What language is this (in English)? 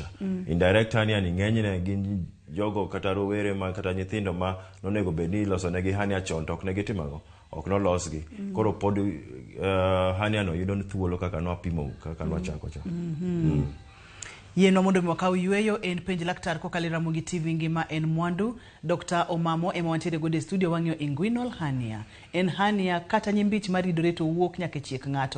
Luo (Kenya and Tanzania)